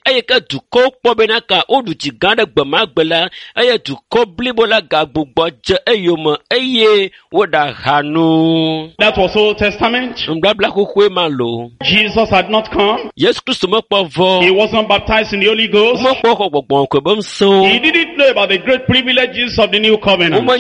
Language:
Ewe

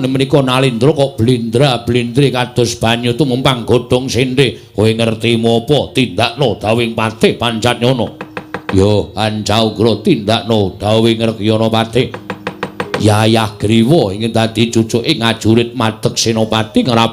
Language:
Javanese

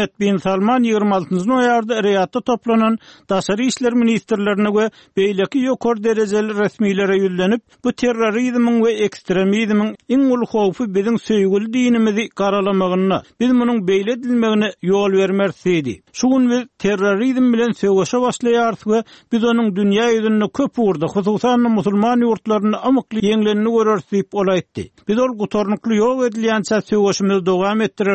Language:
Turkmen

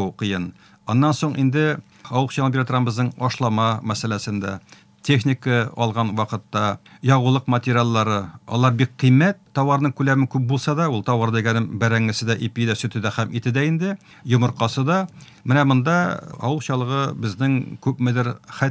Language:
Tatar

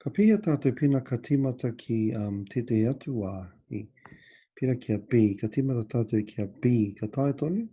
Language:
Māori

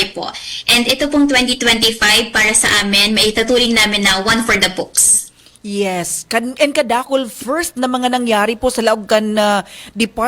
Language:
Bikol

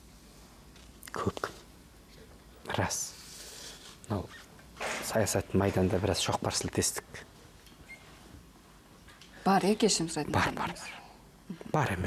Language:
Kazakh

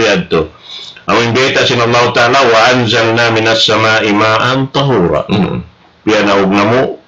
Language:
Tausug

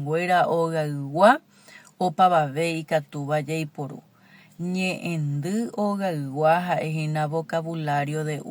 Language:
Guarani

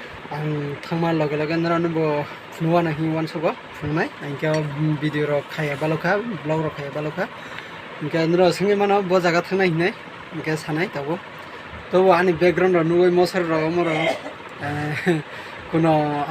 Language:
Kok Borok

